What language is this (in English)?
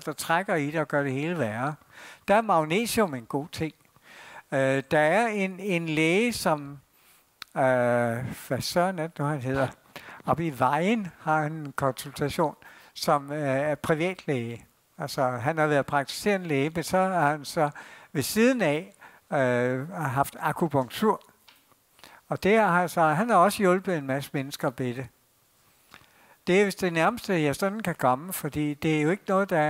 Danish